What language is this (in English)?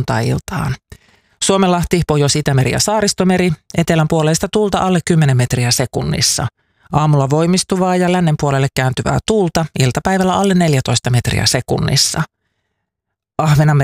Finnish